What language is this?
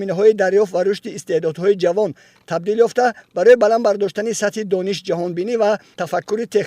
Tajik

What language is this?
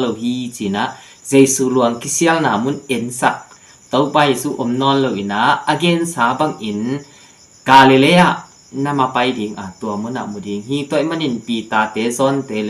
Tedim Chin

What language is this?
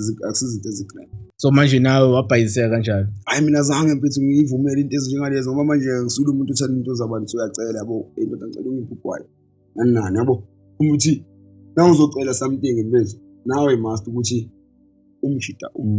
Zulu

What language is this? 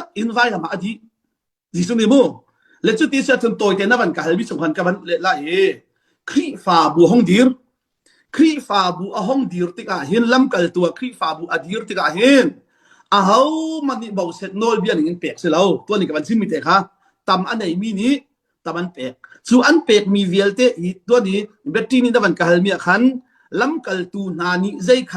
Hakha Chin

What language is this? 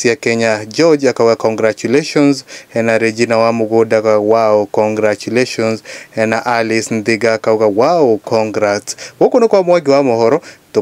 Kikuyu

